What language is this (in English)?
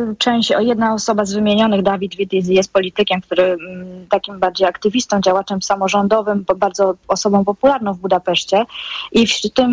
Polish